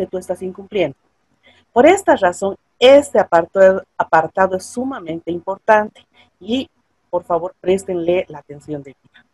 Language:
Spanish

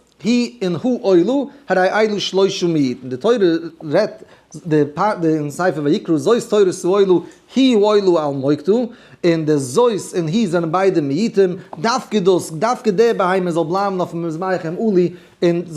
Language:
Yiddish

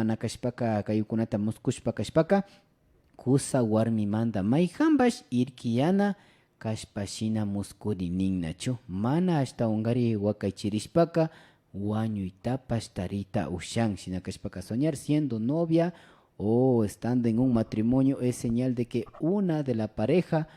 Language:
Imbabura Highland Quichua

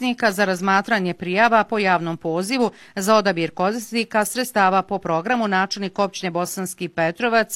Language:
Bosnian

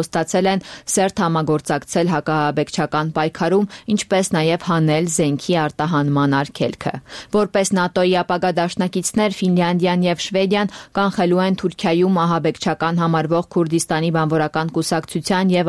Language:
Armenian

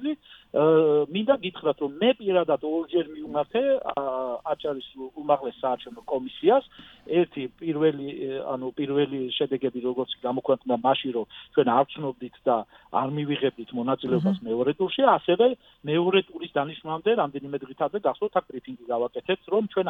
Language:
Georgian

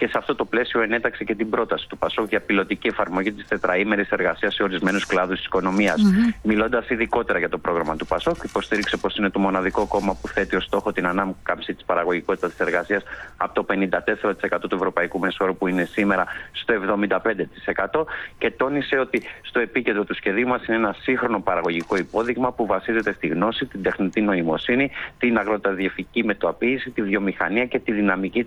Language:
Greek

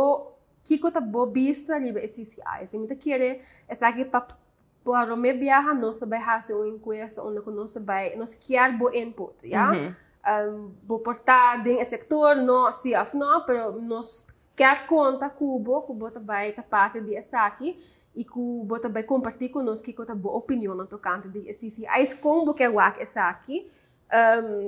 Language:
Papiamento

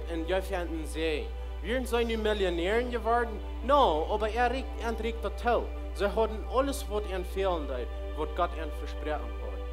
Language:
Plautdietsch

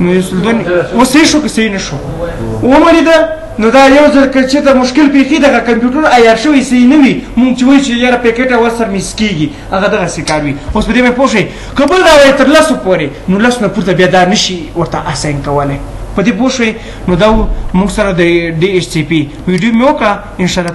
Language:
Pashto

